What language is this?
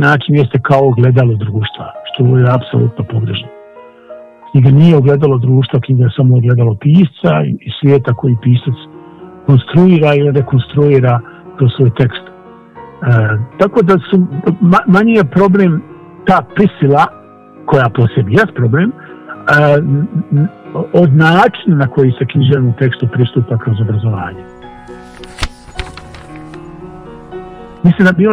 Bosnian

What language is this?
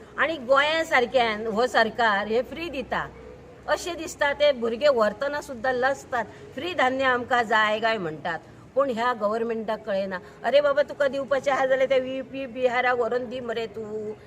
Konkani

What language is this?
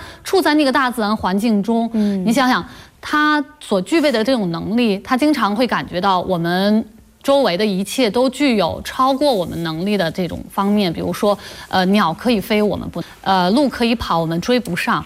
Chinese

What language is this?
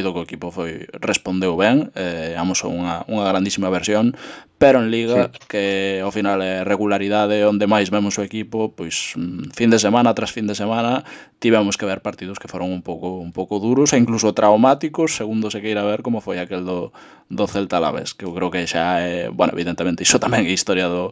Galician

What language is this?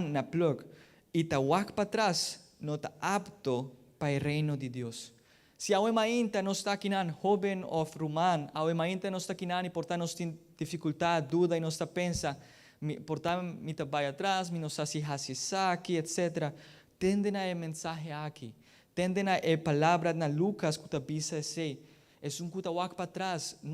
Papiamento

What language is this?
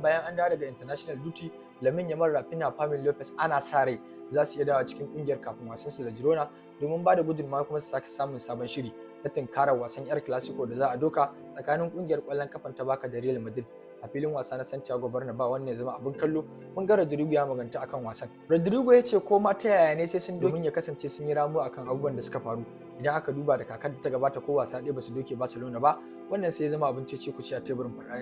Hausa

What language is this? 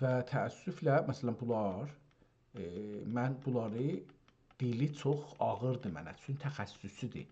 South Azerbaijani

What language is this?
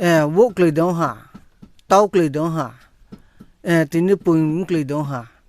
Riang (India)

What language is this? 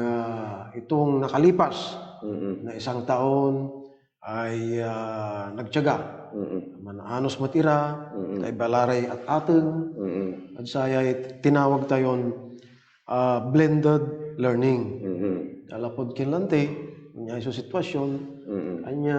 Pangasinan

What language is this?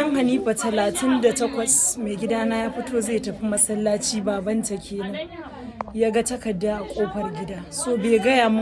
Hausa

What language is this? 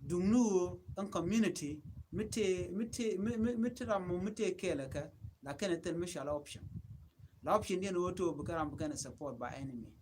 Nuer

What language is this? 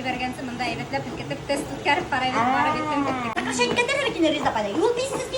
Bashkir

